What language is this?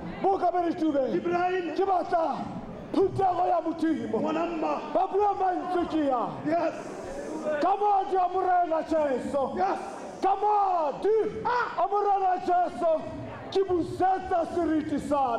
Tswana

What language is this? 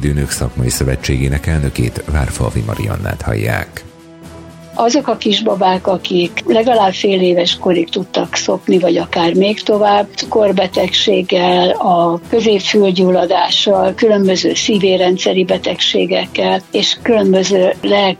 Hungarian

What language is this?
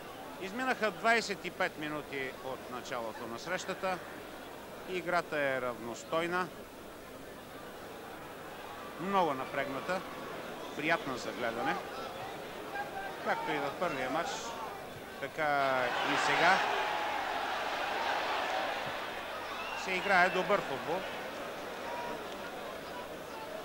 Bulgarian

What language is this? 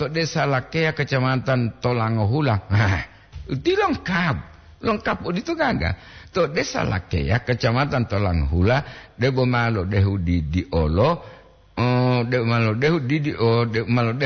Gorontalo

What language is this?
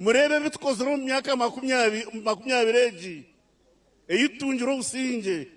Nyankole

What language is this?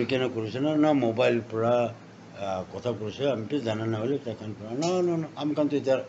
Naga Pidgin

